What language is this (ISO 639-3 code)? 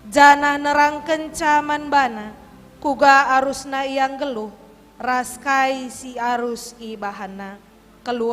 btx